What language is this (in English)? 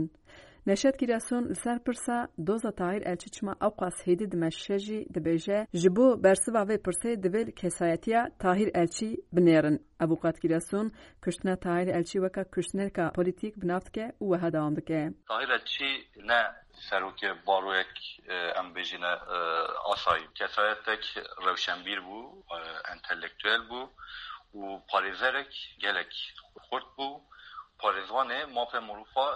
Kurdish